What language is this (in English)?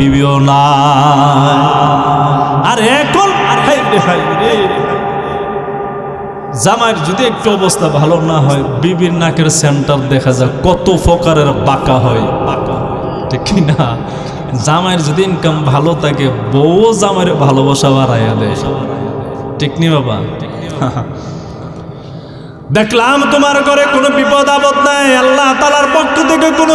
Bangla